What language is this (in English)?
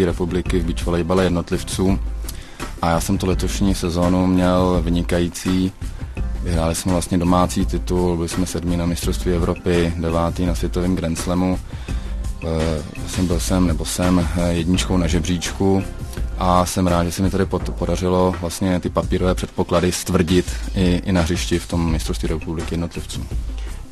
Czech